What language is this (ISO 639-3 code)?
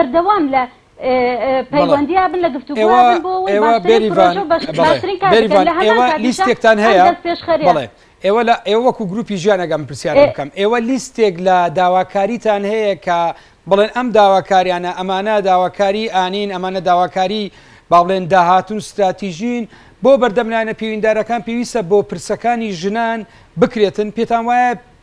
ckb